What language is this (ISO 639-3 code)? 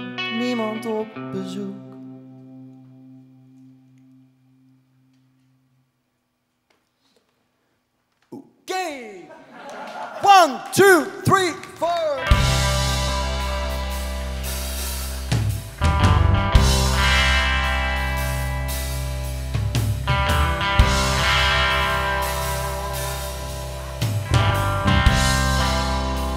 nld